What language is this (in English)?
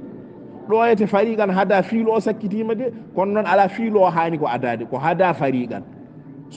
Fula